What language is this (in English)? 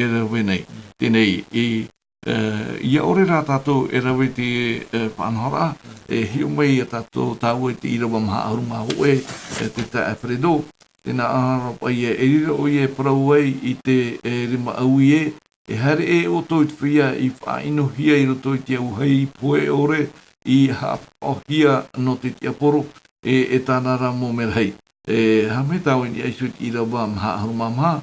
Tahitian